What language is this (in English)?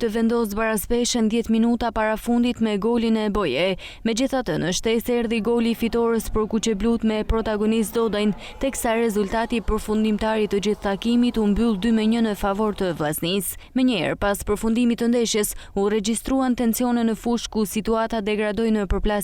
Albanian